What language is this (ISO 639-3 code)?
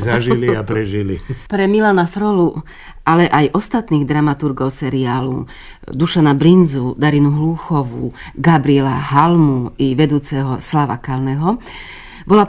slk